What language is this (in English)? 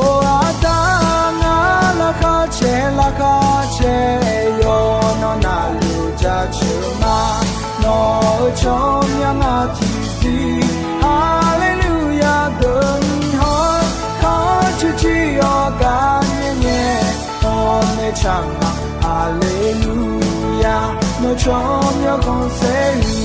Akha